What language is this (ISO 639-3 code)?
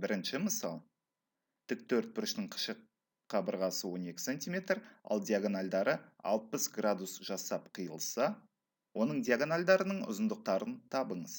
kaz